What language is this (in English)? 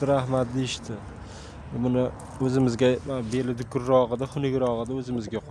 Uzbek